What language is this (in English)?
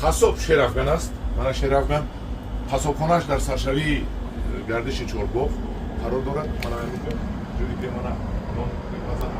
Tajik